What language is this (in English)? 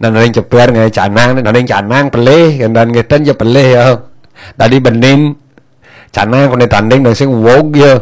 Balinese